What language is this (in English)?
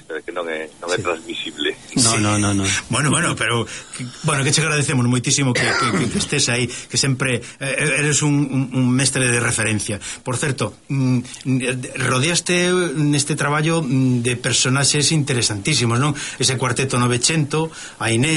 Galician